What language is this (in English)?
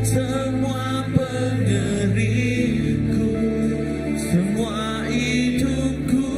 Iban